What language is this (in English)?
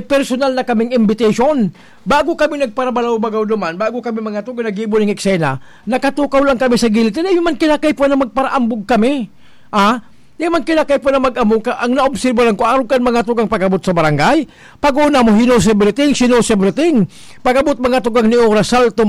Bikol